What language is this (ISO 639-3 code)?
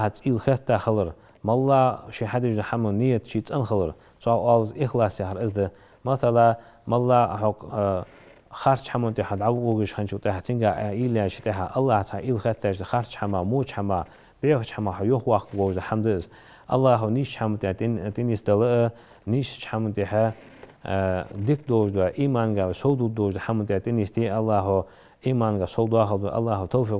inh